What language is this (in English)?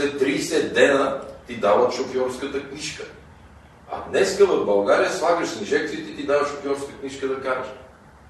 Bulgarian